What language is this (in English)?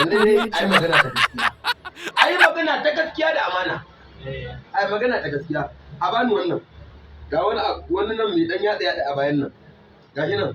Hausa